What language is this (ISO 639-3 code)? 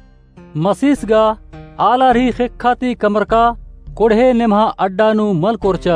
kru